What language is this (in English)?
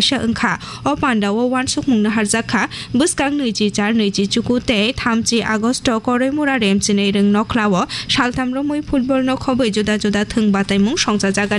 Kok Borok